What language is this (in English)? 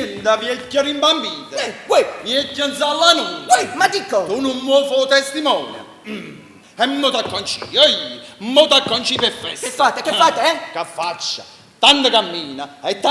Neapolitan